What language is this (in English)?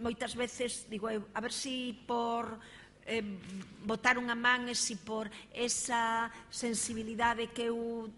Galician